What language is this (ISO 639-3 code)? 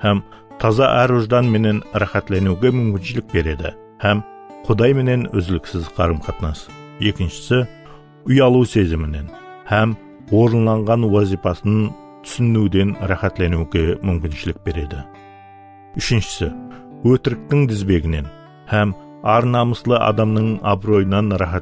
kaa